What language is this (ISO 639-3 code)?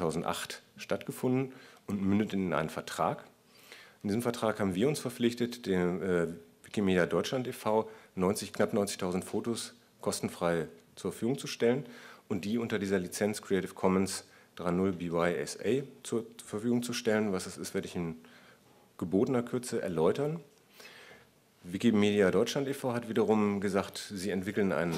deu